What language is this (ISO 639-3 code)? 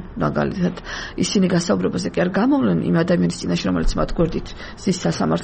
kat